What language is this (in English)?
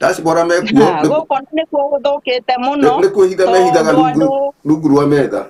Kikuyu